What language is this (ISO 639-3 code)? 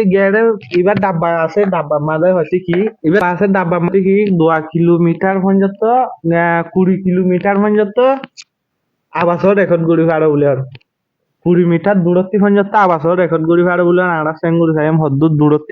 rhg